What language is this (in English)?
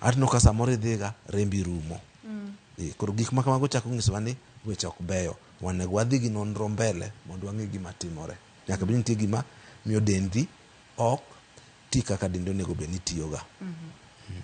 Luo (Kenya and Tanzania)